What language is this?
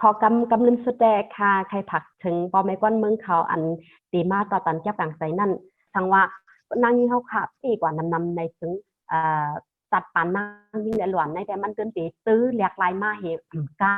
Shan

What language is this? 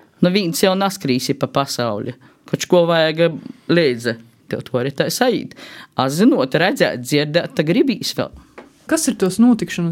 Latvian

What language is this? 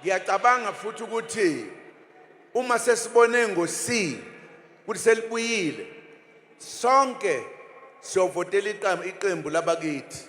Zulu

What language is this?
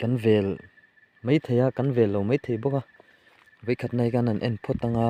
Mizo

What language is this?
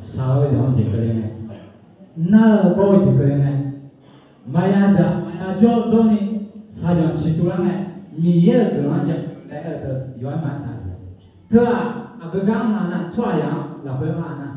Akha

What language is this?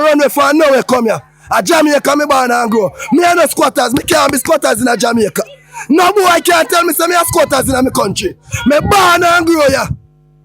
Jamaican Creole English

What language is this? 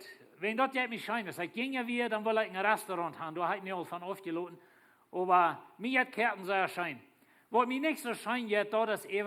Plautdietsch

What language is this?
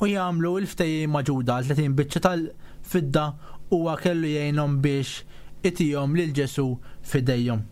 Maltese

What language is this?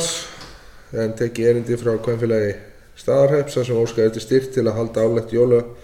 Icelandic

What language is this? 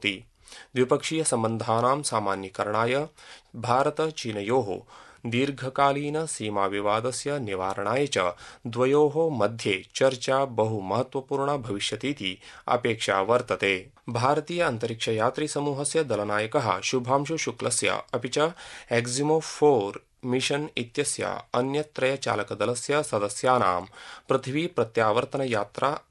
Sanskrit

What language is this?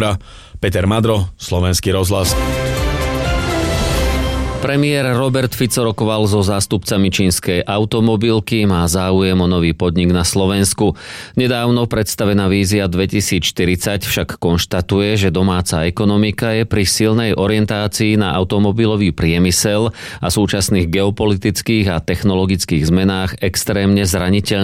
Slovak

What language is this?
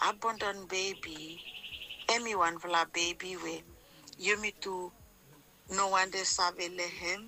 Bislama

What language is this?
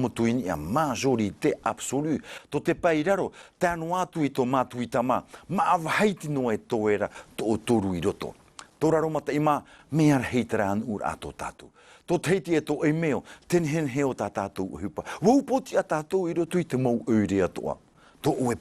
Tahitian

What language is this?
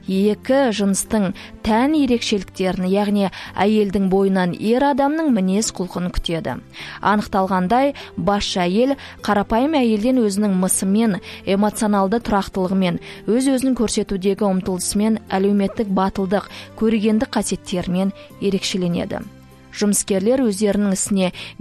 Kazakh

